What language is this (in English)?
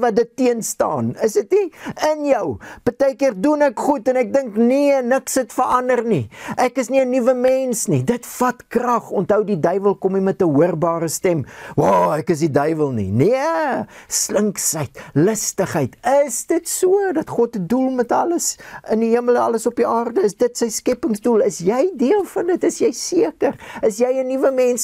Afrikaans